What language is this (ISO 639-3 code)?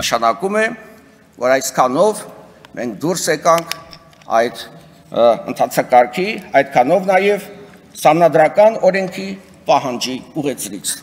hye